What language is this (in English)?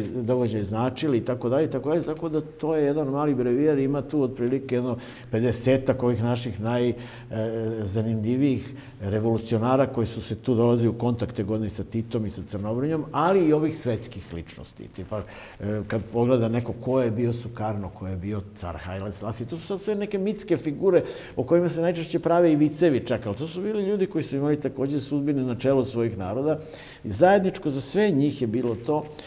Serbian